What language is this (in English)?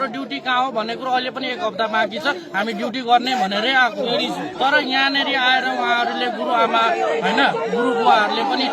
Nepali